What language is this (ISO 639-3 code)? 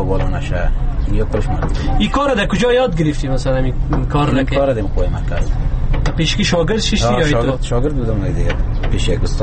fas